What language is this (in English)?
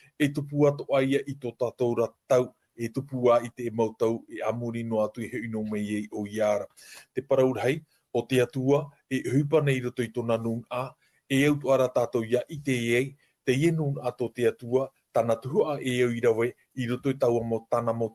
Tahitian